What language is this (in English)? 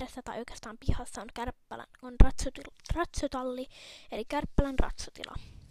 Finnish